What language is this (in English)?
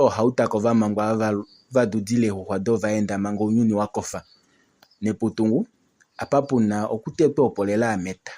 Kuanyama